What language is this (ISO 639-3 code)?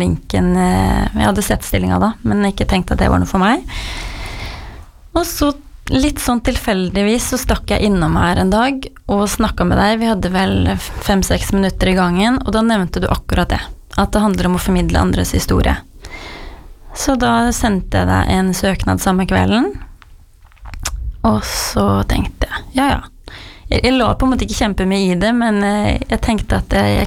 nor